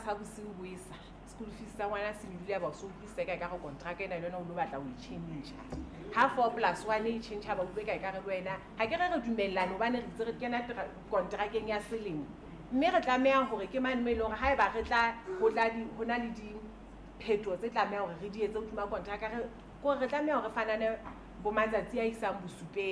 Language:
Southern Sotho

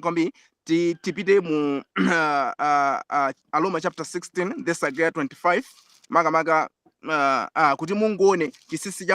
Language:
Nyanja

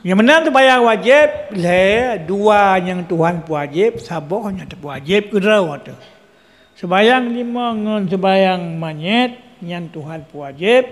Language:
Achinese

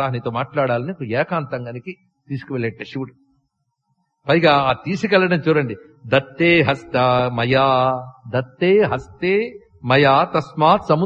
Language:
Telugu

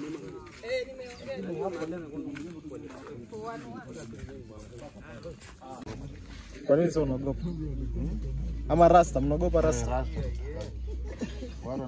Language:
Swahili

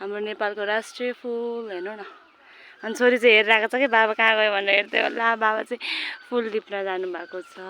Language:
Nepali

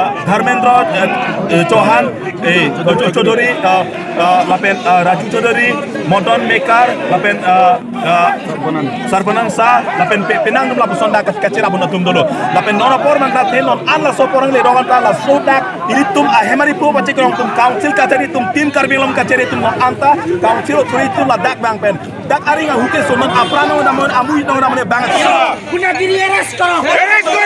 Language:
Karbi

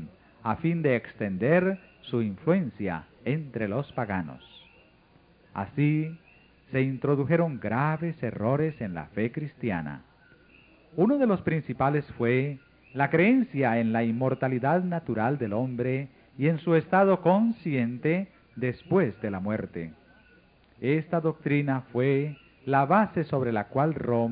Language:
Spanish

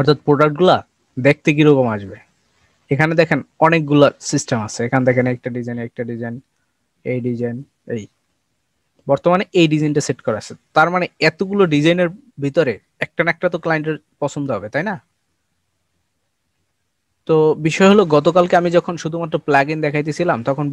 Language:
Bangla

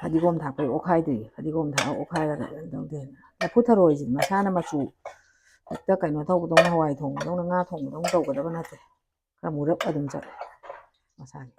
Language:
Manipuri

